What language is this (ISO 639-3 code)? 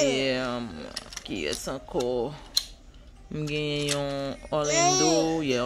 hat